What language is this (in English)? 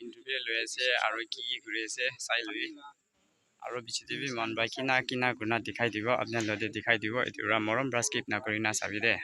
Naga Pidgin